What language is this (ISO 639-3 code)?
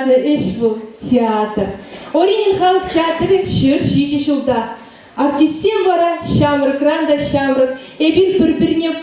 chv